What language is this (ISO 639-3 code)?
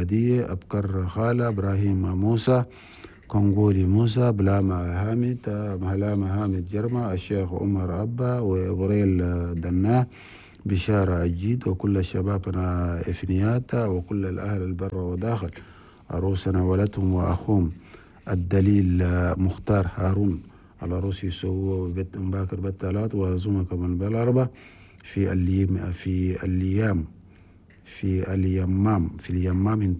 shu